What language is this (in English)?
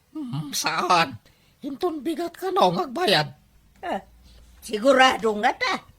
Iloko